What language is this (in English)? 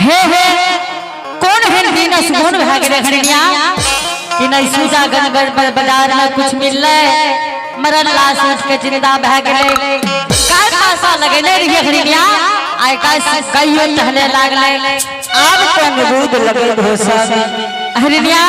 Angika